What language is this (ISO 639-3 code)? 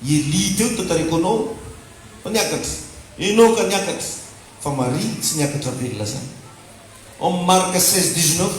mlg